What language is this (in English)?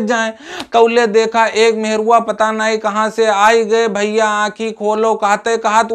Awadhi